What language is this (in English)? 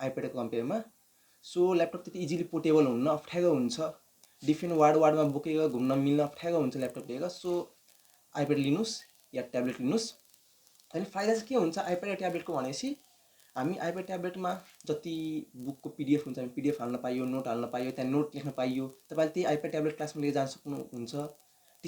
Nepali